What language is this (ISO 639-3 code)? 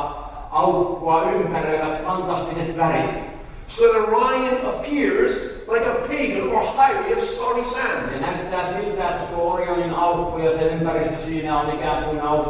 fin